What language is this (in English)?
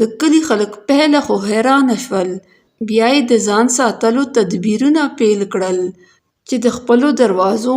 Pashto